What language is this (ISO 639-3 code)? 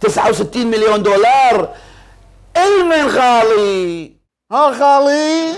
acm